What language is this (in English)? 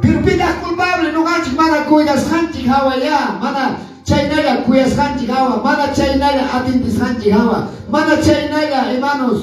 Quechua